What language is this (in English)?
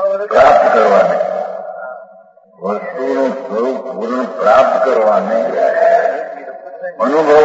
Gujarati